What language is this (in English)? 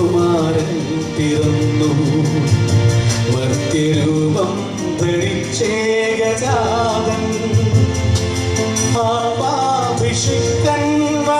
Malayalam